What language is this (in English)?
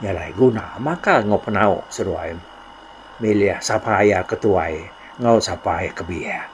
Iban